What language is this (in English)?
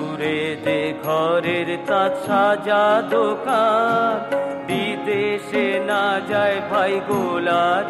Bangla